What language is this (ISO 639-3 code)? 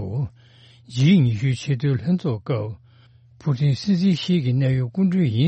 bod